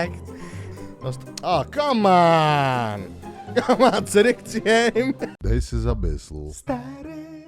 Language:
Yiddish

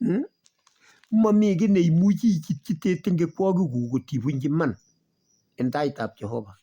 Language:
Kalenjin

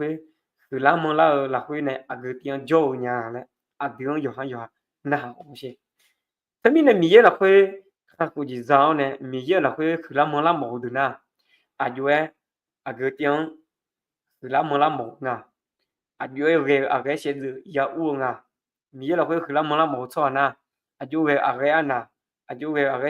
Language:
Akha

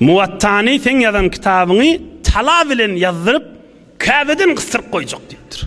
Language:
Turkmen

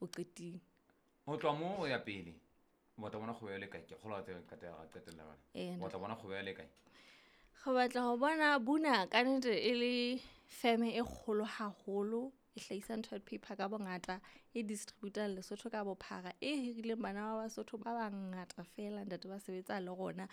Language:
Southern Sotho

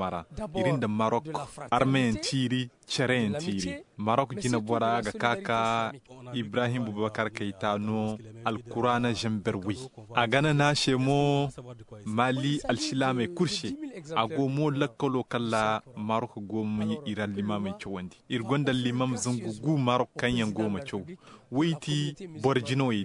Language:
Zarma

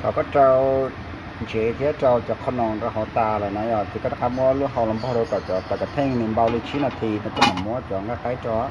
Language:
Hmong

